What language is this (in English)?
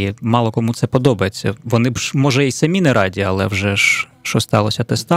Ukrainian